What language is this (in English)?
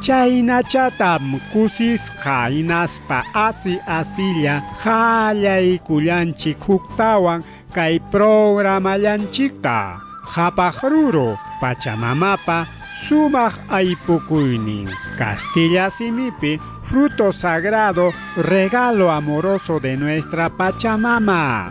Ayacucho Quechua